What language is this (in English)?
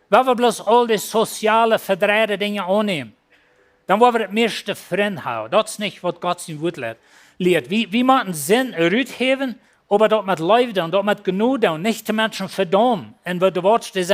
Plautdietsch